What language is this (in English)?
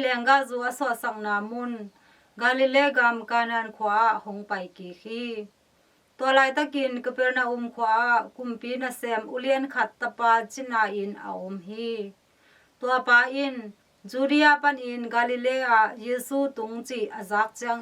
Tedim Chin